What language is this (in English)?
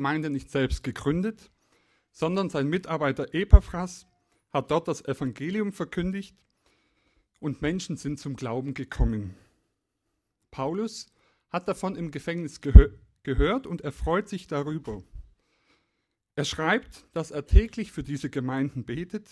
German